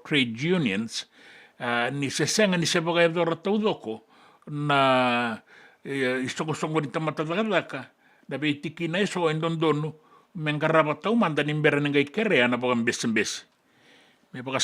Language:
Fijian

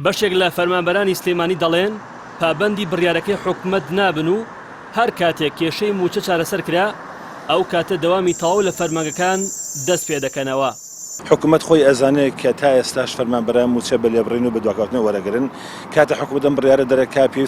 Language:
Central Kurdish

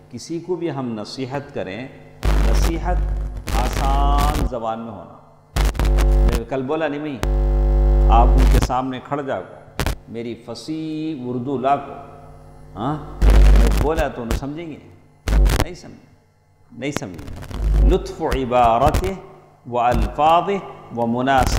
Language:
Urdu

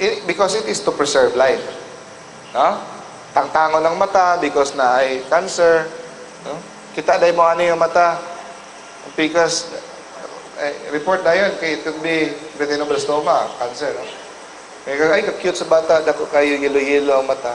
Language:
Cebuano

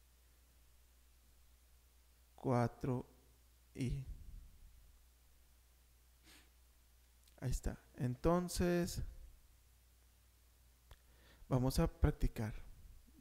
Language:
Spanish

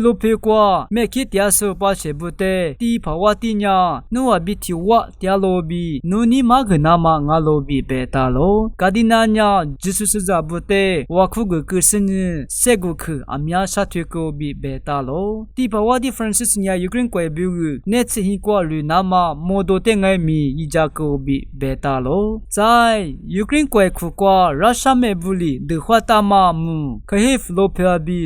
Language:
Lisu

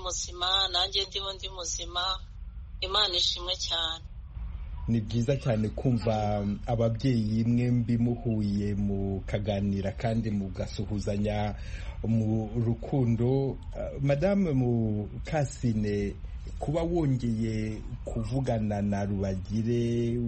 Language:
Kinyarwanda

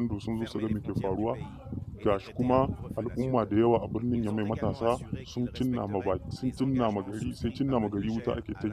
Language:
Hausa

